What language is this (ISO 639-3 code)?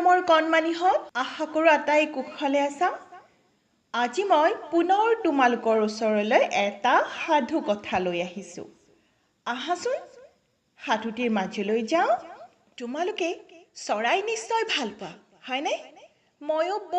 asm